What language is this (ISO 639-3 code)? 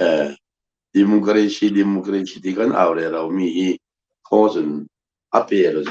cfm